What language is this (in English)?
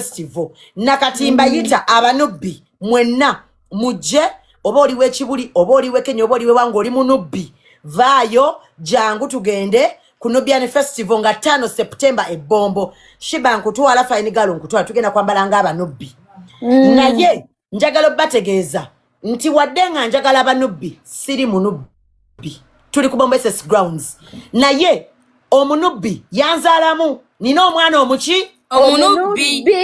Ganda